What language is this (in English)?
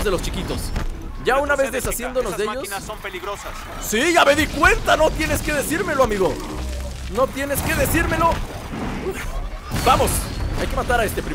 Spanish